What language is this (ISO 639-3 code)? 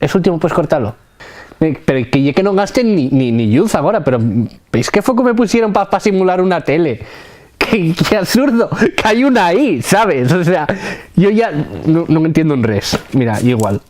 ast